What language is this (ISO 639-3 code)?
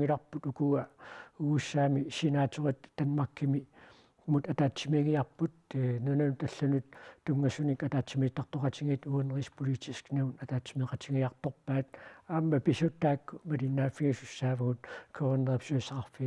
kal